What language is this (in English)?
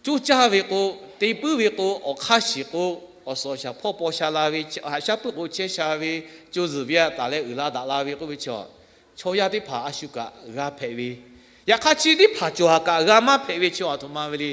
Lahu